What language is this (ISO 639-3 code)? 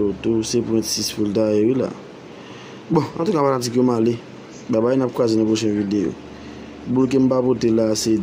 hat